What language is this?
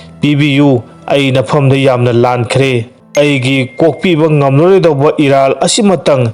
Manipuri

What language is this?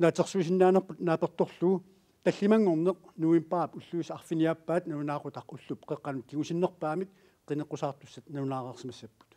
Kalaallisut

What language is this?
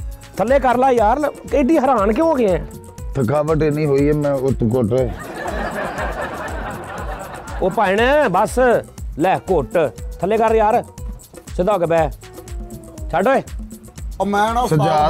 Punjabi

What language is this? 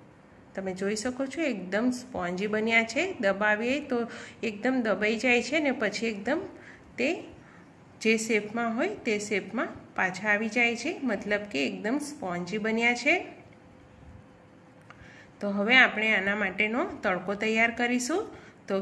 Gujarati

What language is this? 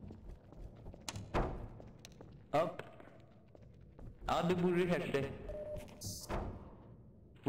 French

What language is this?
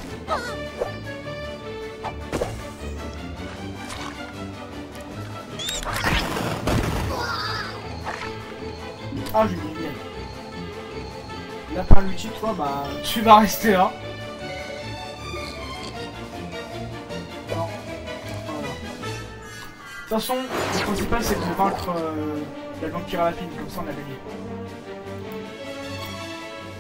French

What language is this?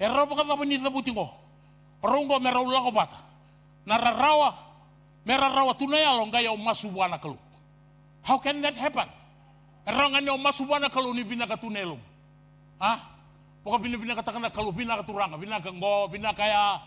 Fijian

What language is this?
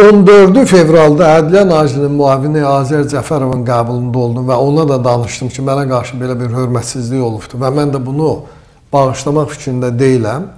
Azerbaijani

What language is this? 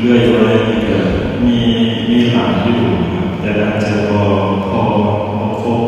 Northeastern Thai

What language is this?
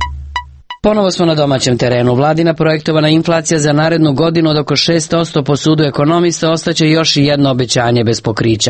Serbian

